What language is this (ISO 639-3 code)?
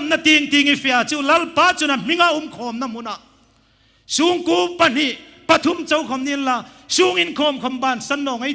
hmr